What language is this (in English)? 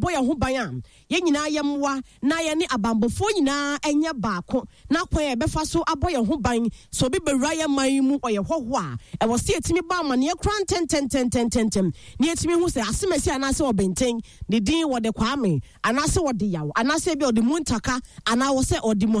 Akan